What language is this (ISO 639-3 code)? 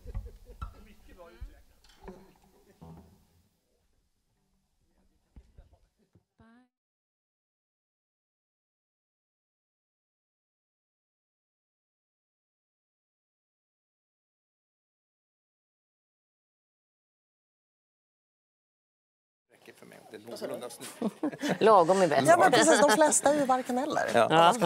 swe